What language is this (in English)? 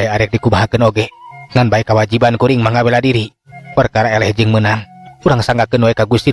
Sundanese